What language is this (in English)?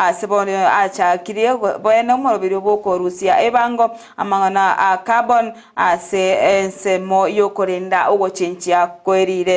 Gusii